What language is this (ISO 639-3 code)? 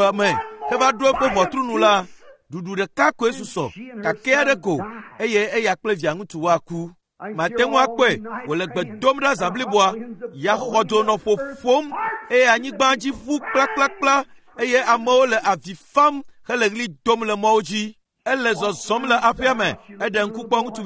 ewe